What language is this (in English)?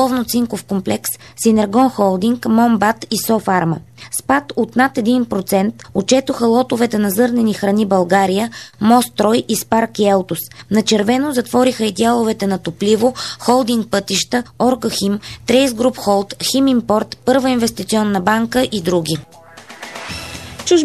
Bulgarian